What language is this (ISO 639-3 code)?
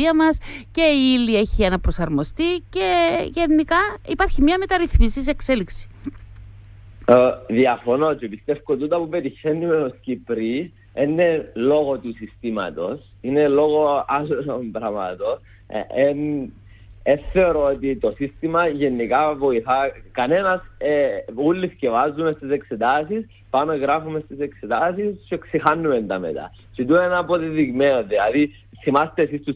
ell